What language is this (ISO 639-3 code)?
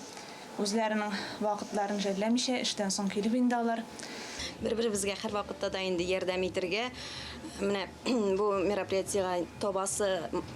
tat